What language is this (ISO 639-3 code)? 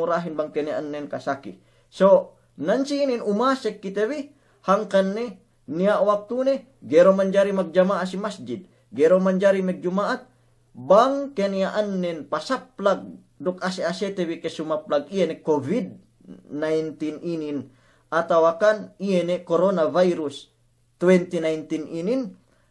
yka